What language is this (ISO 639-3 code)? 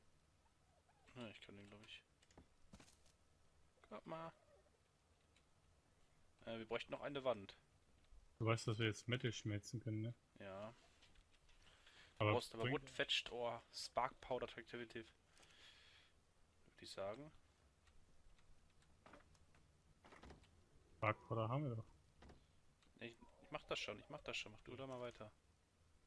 deu